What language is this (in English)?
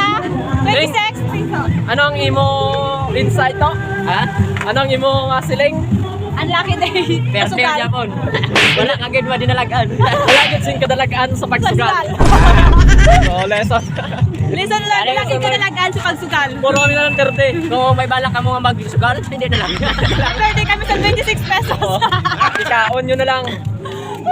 Hiligaynon